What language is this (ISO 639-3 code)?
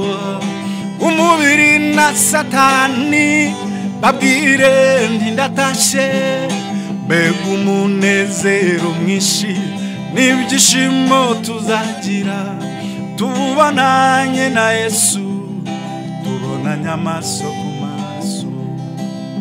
kin